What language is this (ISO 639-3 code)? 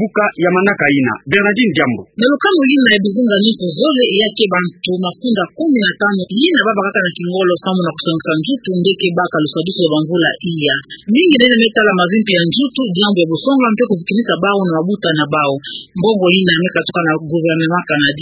ktu